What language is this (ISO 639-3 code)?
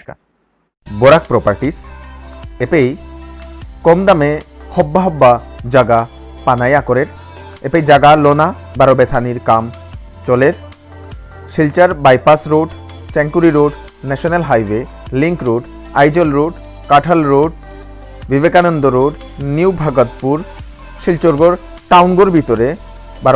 bpy